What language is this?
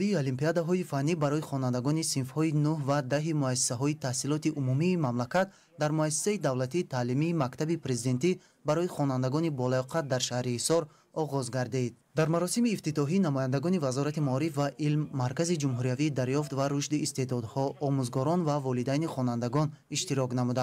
Tajik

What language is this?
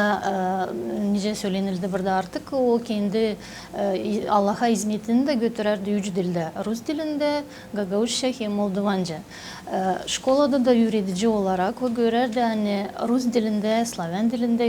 Gagauz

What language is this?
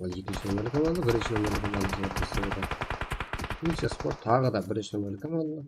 Kara-Kalpak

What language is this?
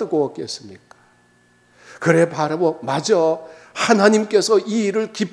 Korean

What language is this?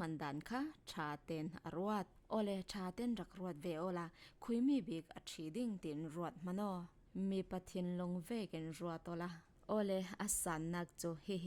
Falam Chin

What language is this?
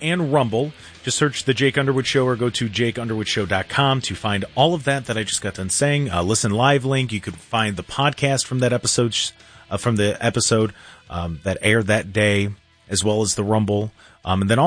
English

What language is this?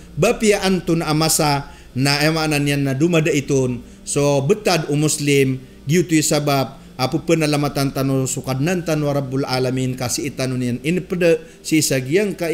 Maranao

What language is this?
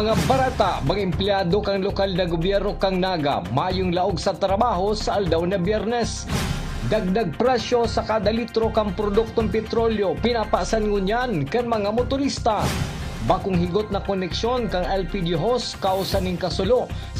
Bikol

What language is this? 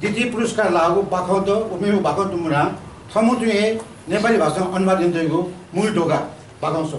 Newari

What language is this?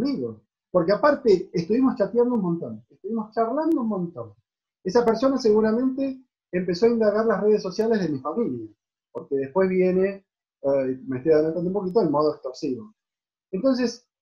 Spanish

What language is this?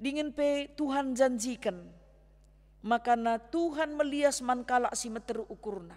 Batak Karo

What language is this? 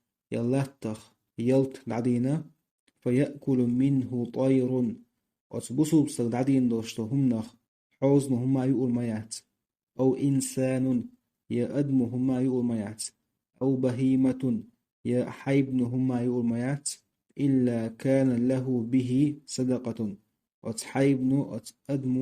Chechen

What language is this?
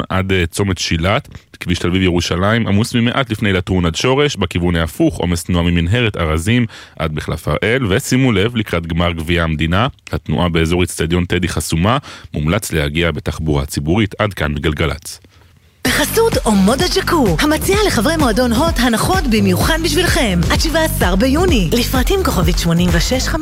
Hebrew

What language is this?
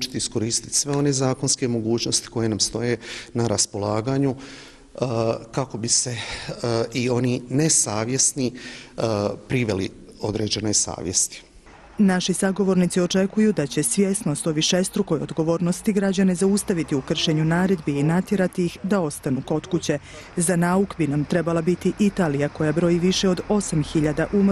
Bosnian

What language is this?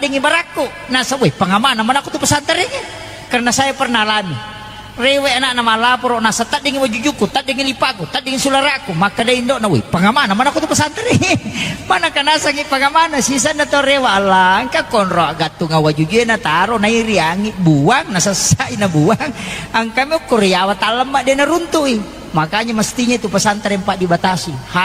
Buginese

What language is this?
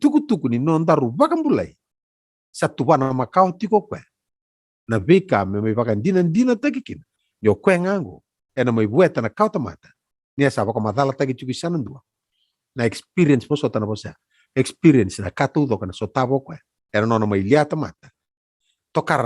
Fijian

